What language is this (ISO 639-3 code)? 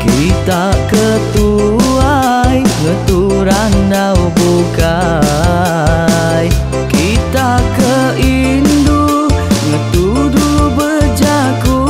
iba